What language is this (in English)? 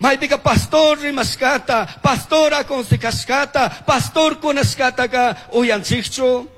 Chimborazo Highland Quichua